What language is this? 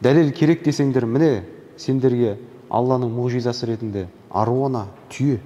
Kazakh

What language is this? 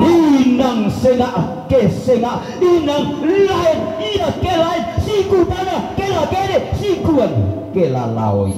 Toraja-Sa'dan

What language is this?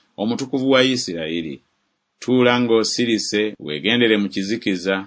Ganda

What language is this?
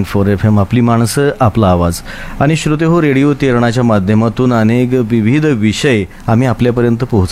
Marathi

